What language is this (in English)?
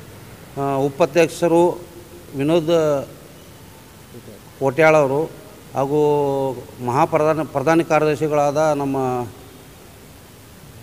Kannada